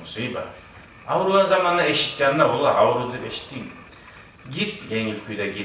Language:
Kumyk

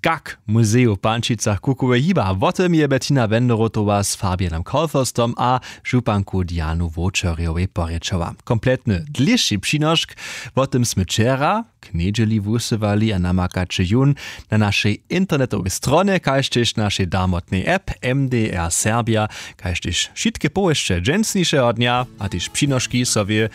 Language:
Upper Sorbian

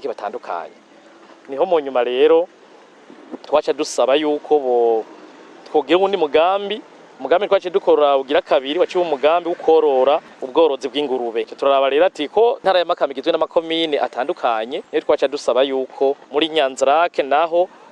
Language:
Rundi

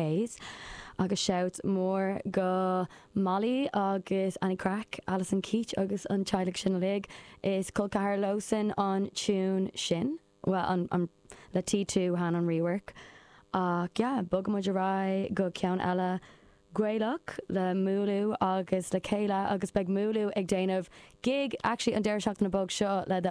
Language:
Irish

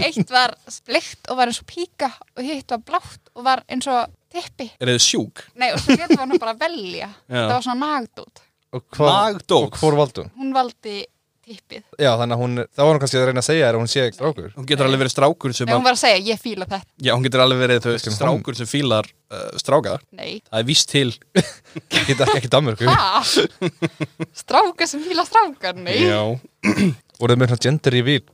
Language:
Icelandic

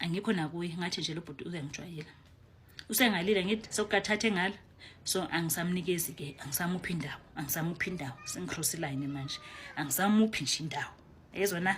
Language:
Zulu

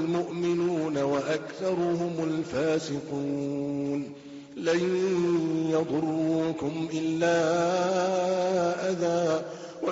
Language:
Arabic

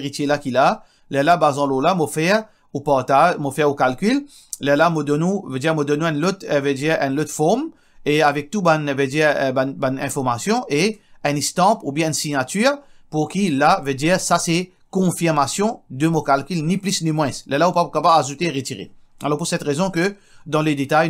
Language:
Morisyen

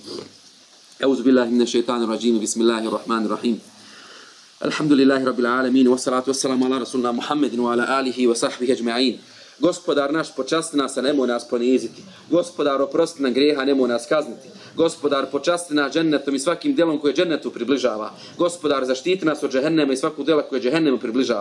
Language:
Bosnian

